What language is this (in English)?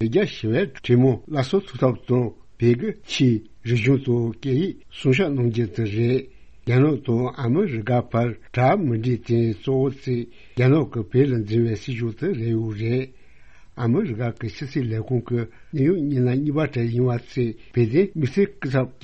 Tibetan